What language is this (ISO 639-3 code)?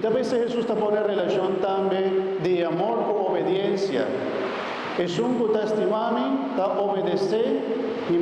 pap